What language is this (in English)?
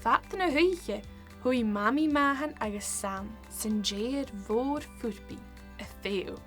Scottish Gaelic